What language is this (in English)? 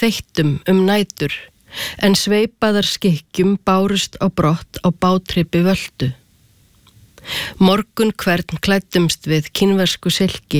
Icelandic